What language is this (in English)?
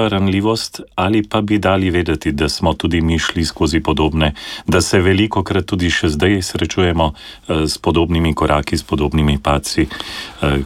Slovenian